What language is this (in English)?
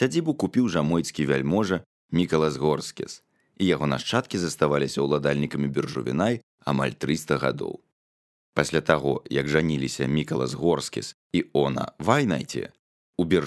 Belarusian